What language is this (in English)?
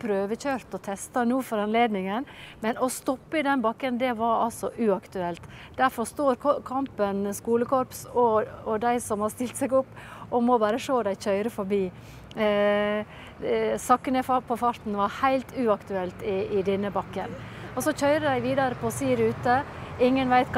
Norwegian